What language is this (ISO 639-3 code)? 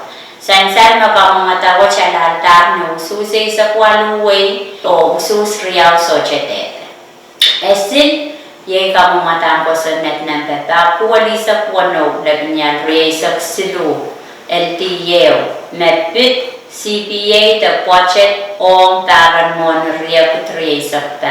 pon